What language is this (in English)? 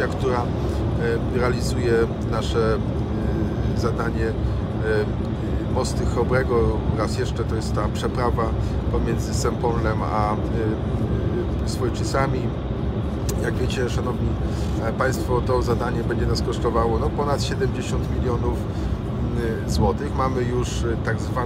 Polish